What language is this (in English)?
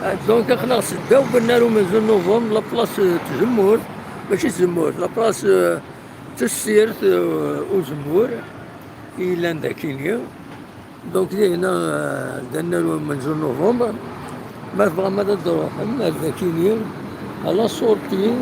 Kabyle